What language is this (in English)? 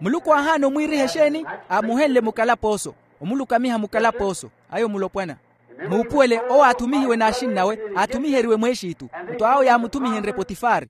Makhuwa